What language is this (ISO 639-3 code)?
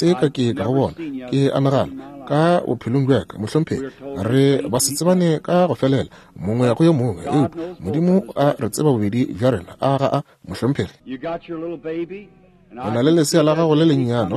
nso